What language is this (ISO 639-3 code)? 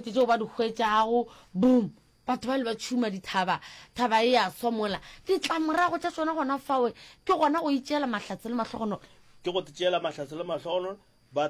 nso